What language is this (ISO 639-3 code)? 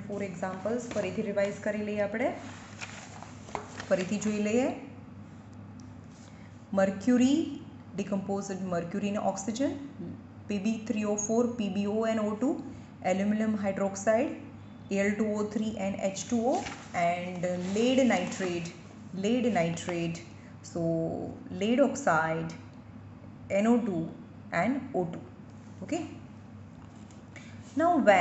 guj